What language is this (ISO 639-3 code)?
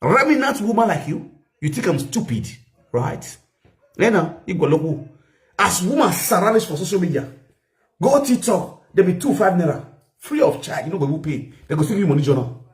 pcm